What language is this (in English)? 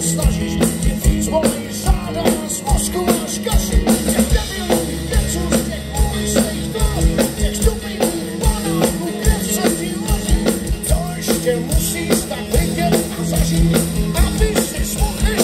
Czech